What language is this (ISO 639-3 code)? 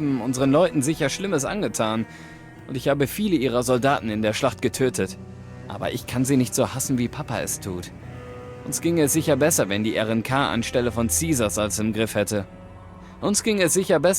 bar